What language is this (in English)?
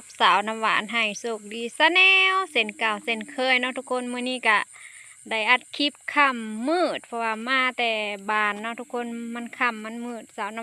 Lao